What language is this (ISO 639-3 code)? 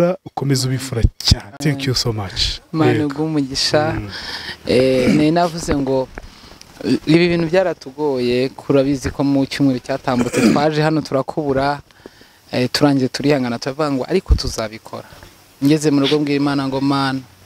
kin